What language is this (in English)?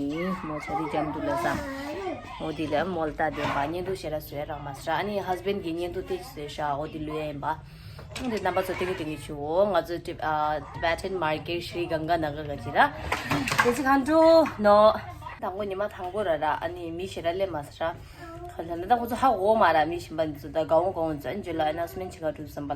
Tibetan